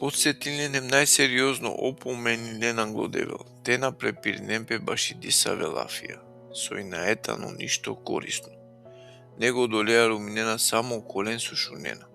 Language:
Balkan Romani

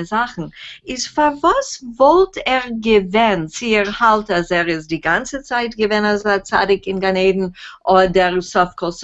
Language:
Yiddish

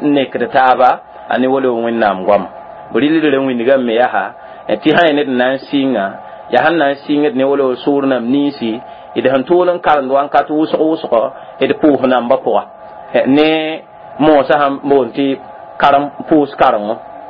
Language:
Mossi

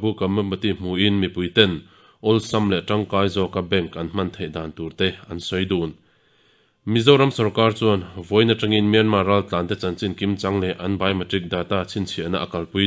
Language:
Mizo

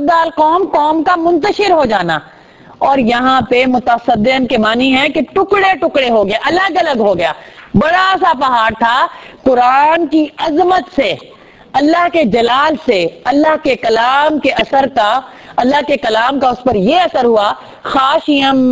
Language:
Urdu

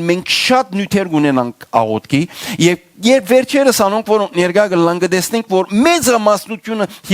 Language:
Western Armenian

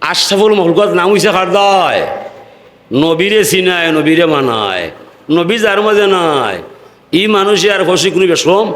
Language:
Sylheti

